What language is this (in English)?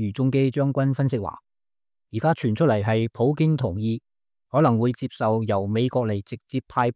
Cantonese